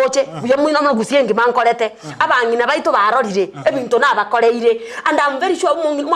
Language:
Gusii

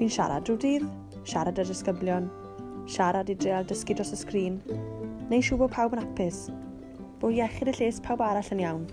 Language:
Welsh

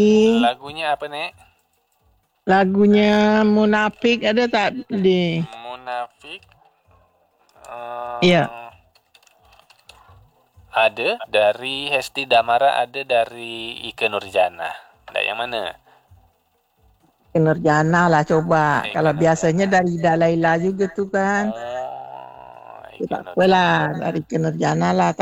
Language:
Malay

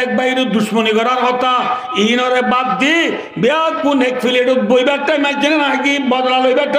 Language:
Rohingya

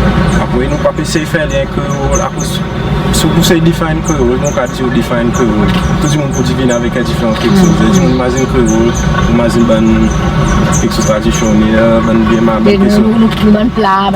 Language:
Seselwa Creole French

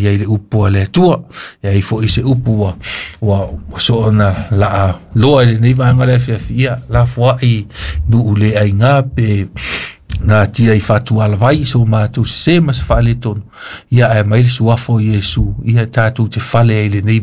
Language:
Samoan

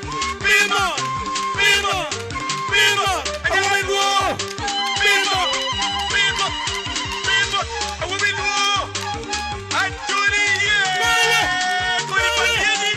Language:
Acoli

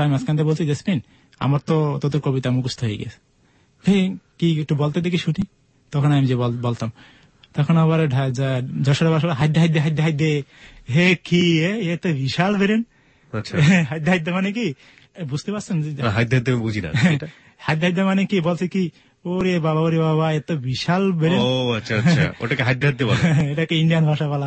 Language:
Bangla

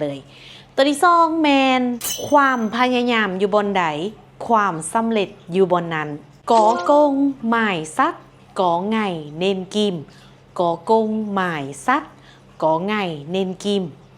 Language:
Lao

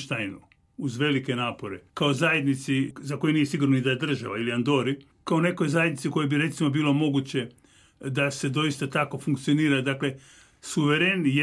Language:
Croatian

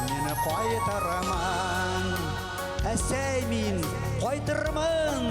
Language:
Bashkir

